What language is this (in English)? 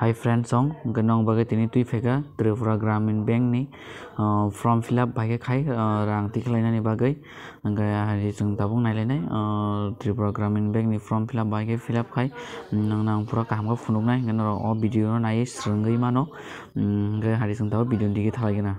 Kok Borok